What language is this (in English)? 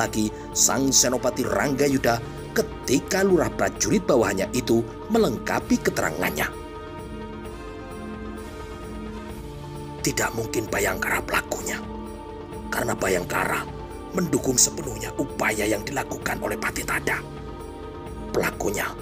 Indonesian